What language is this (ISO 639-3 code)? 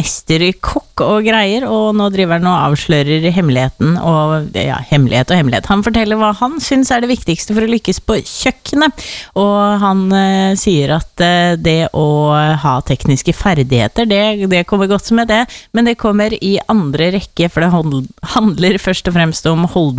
nor